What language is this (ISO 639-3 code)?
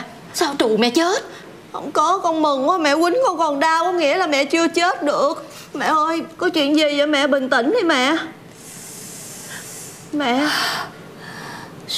vie